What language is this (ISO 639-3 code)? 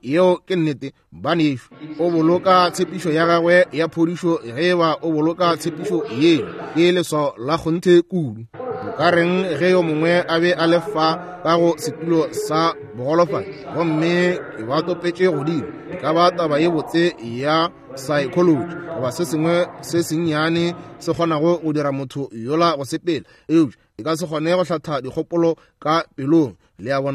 nso